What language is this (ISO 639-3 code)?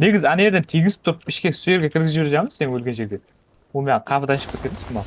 kaa